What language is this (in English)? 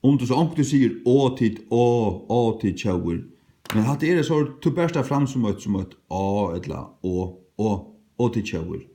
Faroese